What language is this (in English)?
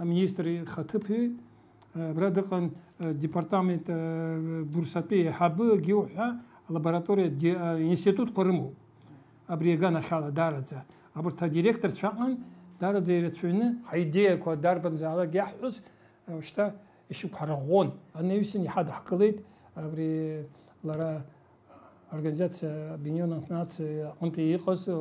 Abkhazian